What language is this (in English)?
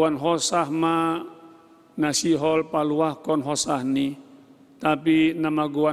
Batak Simalungun